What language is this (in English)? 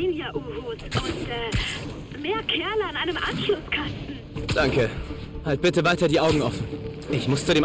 Bavarian